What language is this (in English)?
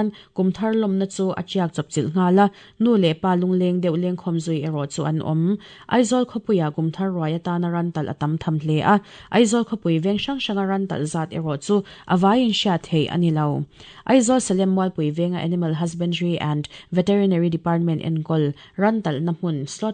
Mizo